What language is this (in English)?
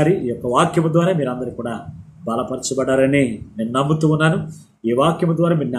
Telugu